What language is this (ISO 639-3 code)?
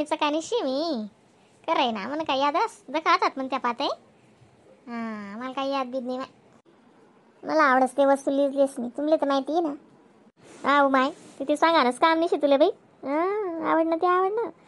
khn